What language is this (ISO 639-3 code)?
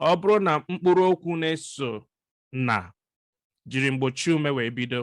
ibo